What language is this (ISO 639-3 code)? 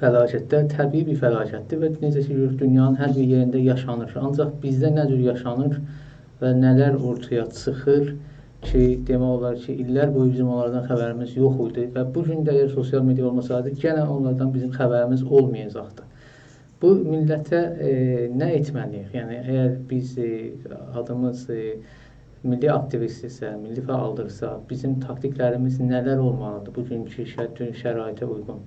azb